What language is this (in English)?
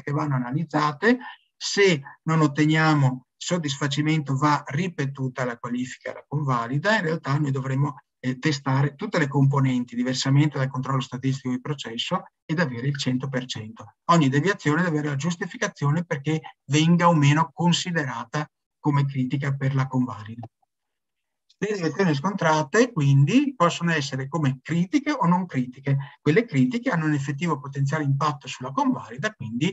Italian